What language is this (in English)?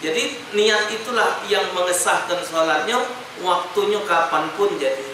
Musi